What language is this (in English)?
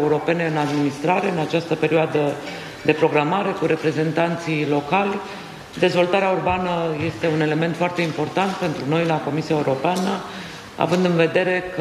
Romanian